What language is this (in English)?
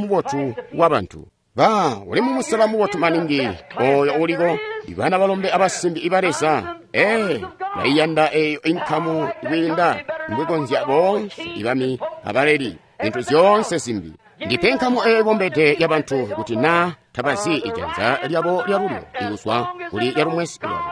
Tonga (Zambia)